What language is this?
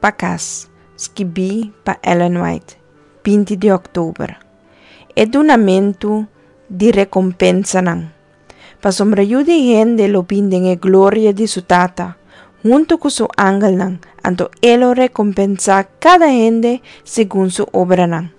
Papiamento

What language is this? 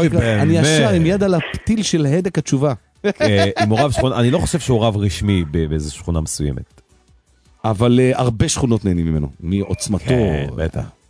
Hebrew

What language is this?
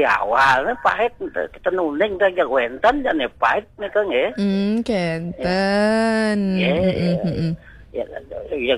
Balinese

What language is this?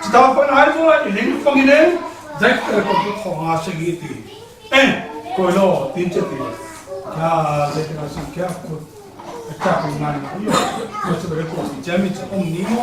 Falam Chin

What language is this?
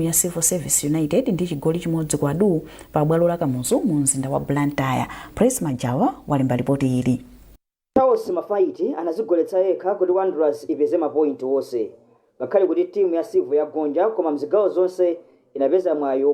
Nyanja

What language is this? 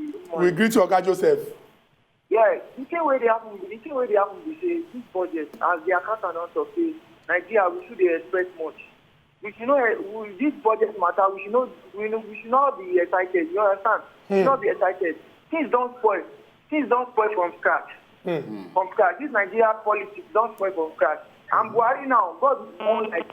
Nigerian Pidgin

